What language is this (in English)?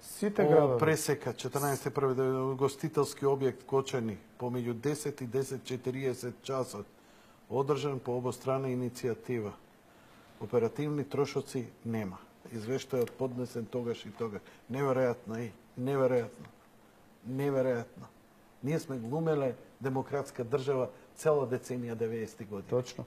Macedonian